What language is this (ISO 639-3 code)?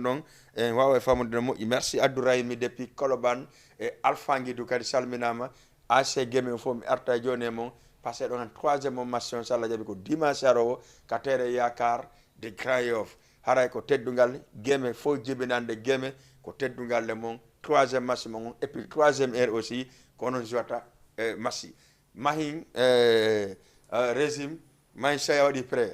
ful